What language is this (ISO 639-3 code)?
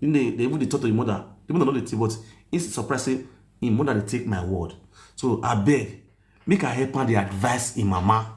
pcm